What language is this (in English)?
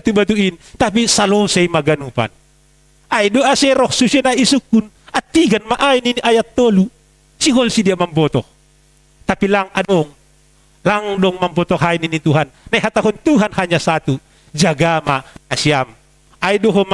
Batak Simalungun